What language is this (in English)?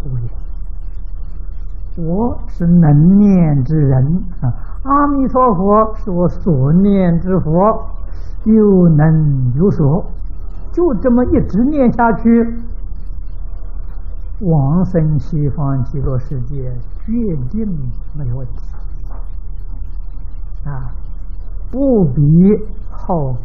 Chinese